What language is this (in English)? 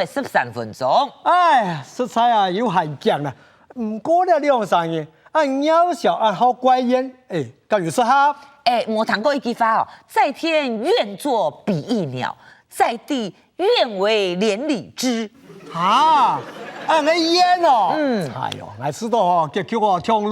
Hakka Chinese